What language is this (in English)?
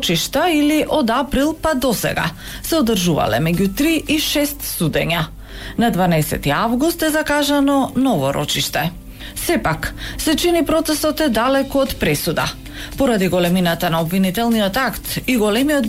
Macedonian